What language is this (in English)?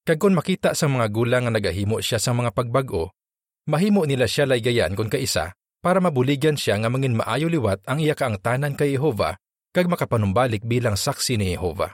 Hiligaynon